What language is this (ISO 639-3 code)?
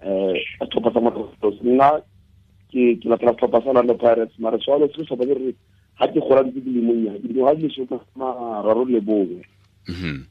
tsn